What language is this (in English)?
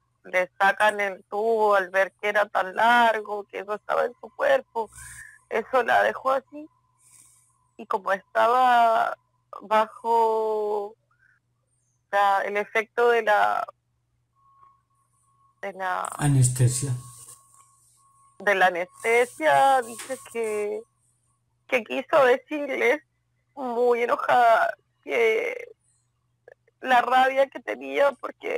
Spanish